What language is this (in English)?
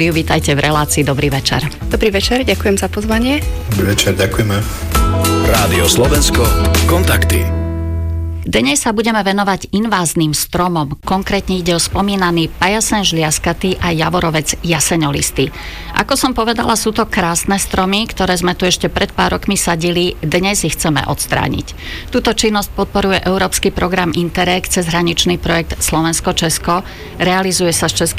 Slovak